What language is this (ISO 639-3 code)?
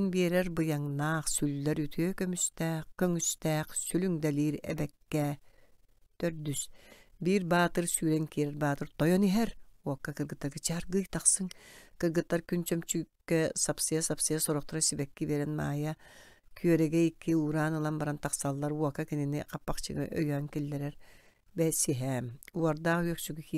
sah